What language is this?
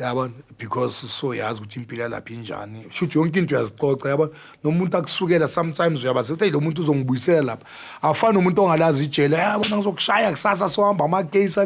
Zulu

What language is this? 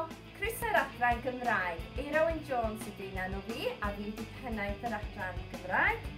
Welsh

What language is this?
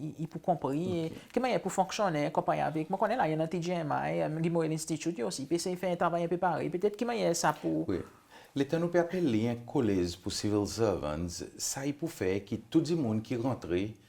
Seselwa Creole French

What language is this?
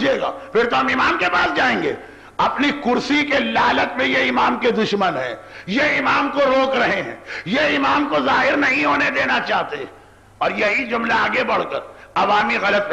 Urdu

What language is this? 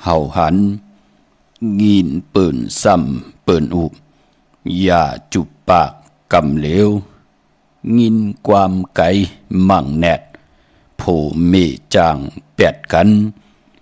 Shan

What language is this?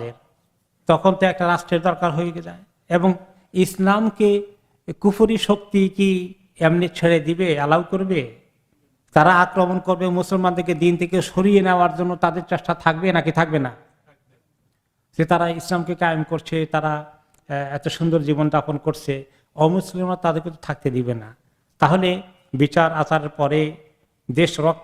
Bangla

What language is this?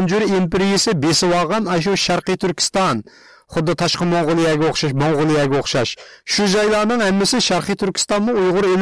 Uyghur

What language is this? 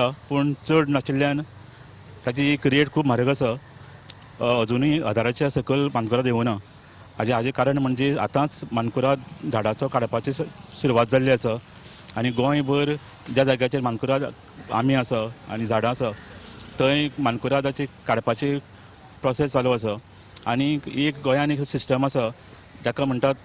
Konkani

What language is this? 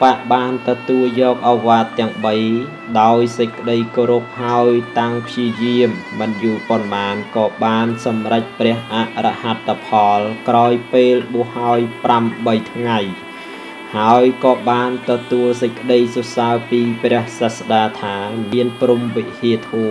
Khmer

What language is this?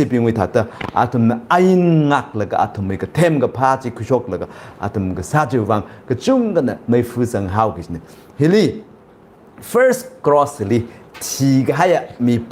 Tangkhul Naga (India)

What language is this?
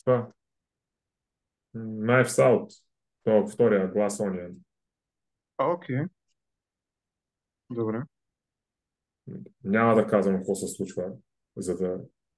Bulgarian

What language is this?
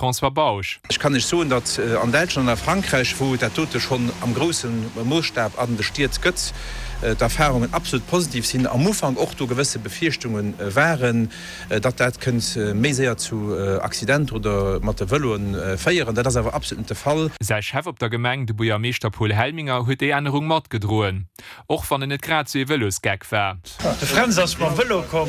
Luxembourgish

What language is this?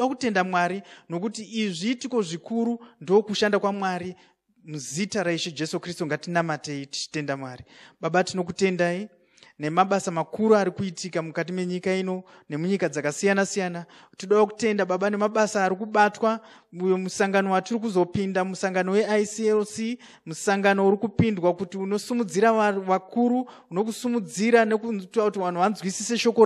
Shona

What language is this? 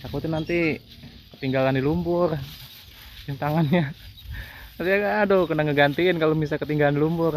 Betawi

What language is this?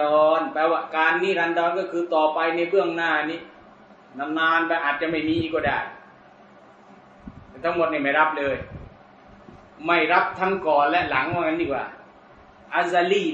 Thai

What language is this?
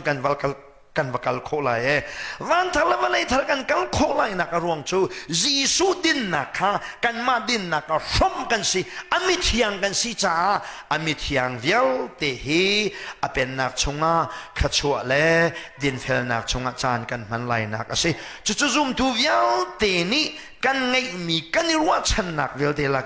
Hakha Chin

